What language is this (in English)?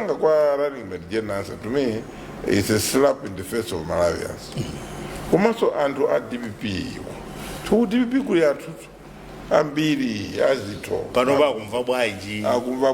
Nyanja